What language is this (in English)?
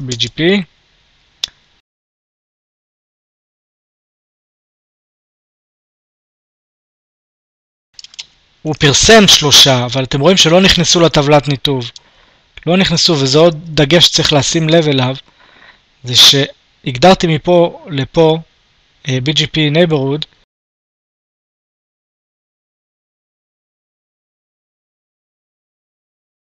Hebrew